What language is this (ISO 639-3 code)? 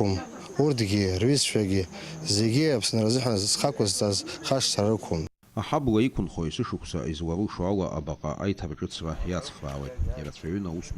abk